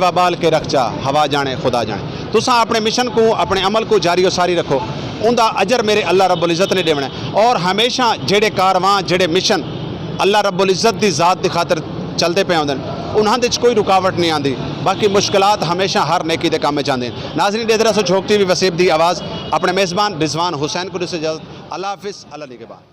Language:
Saraiki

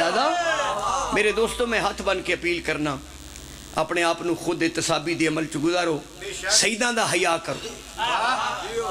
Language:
Pahari-Potwari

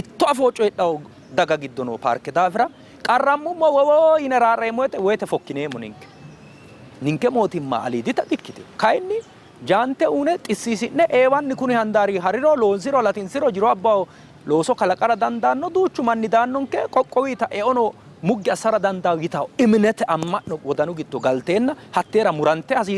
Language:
Sidamo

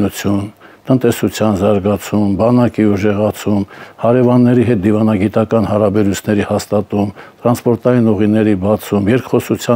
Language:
Armenian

